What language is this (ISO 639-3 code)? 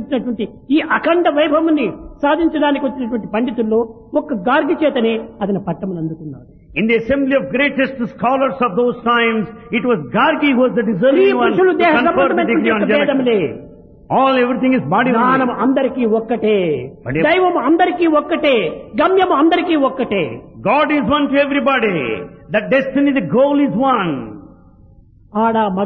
tel